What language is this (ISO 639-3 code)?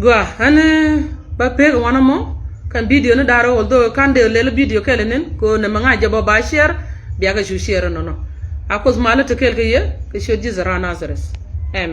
nus